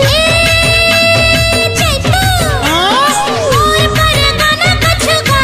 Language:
Chhattisgarhi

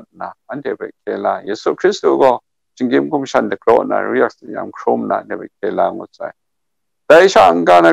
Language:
Kachin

